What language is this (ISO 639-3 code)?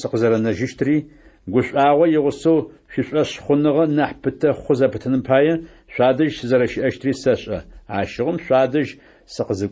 ady